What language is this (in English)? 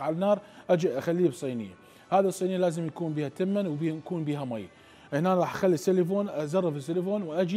Mesopotamian Arabic